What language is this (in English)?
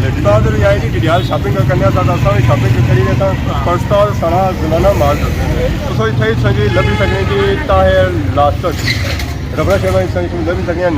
Pahari-Potwari